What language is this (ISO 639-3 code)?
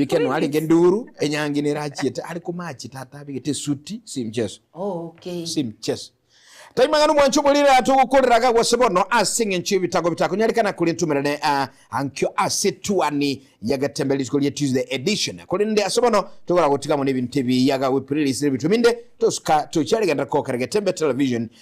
guz